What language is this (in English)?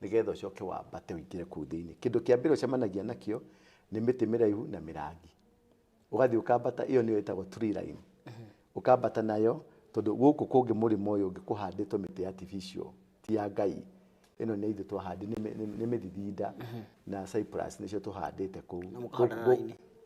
Kikuyu